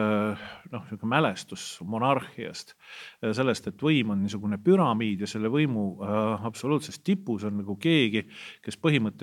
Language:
Estonian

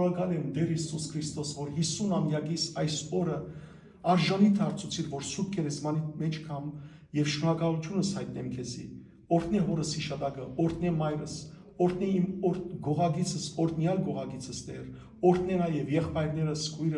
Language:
Western Armenian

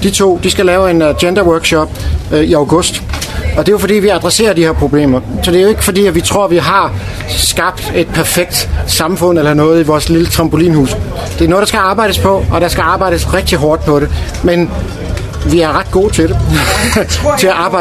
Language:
Danish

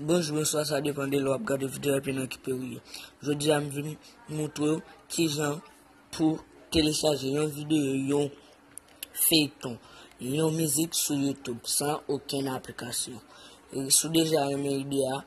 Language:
Haitian Creole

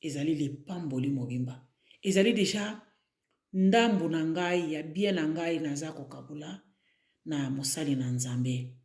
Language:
Lingala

